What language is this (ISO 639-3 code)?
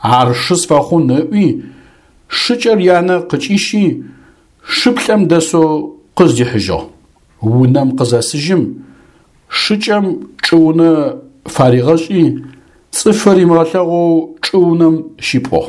ady